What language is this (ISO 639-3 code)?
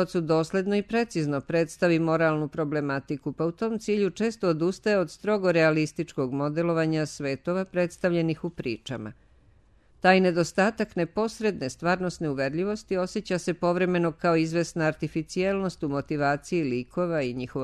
srp